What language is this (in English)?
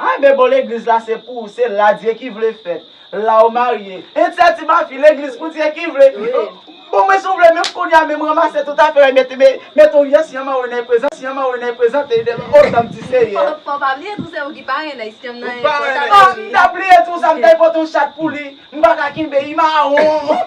Haitian Creole